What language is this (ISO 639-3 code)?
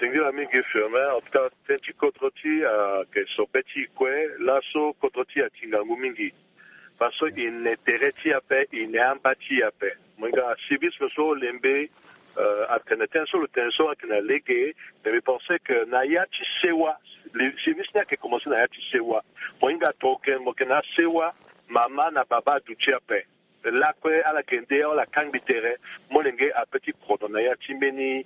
sag